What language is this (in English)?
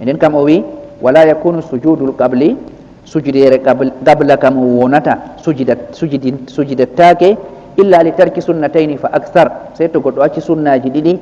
Fula